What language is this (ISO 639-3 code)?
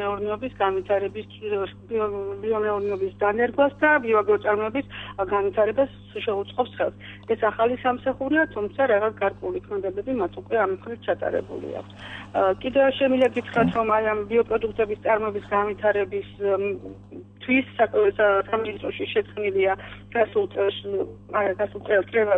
kat